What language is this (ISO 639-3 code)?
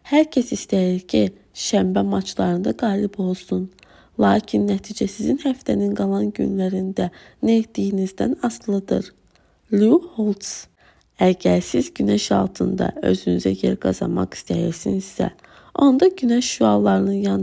aze